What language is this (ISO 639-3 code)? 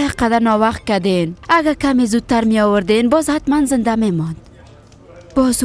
fas